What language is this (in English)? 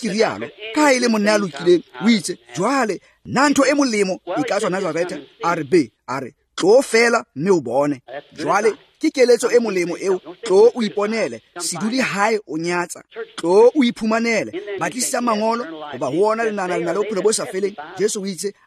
Tswana